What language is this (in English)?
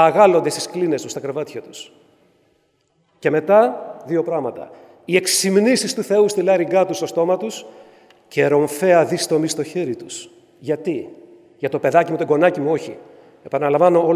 Greek